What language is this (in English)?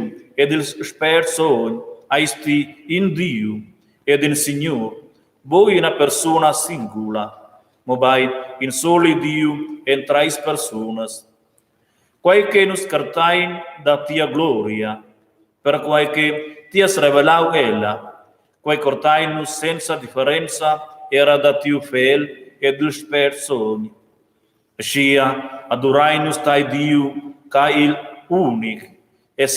Romansh